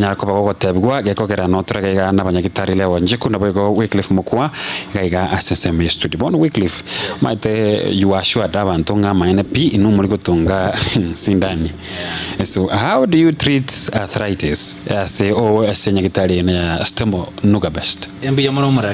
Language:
Gusii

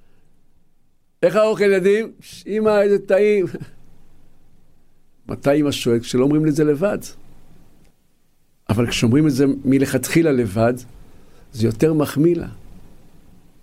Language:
Hebrew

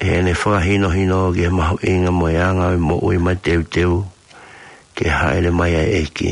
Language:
Tongan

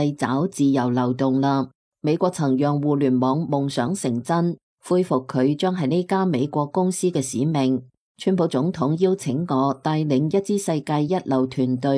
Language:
Cantonese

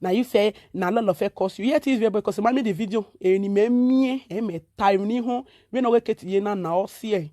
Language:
Nigerian Pidgin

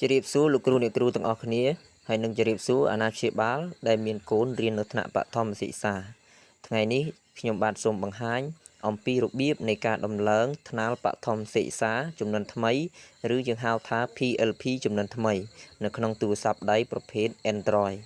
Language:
Khmer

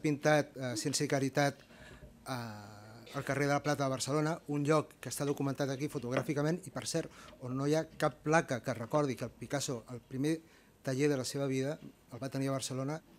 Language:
Catalan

